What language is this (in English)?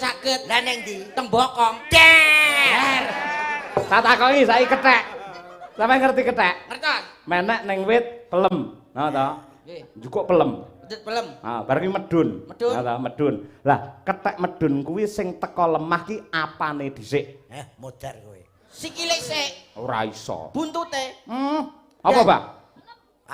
Javanese